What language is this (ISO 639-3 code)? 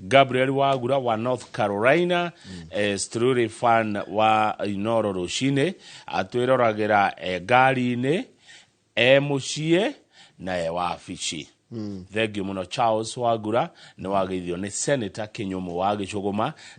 kik